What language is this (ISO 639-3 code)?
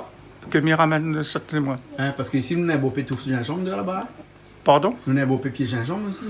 rcf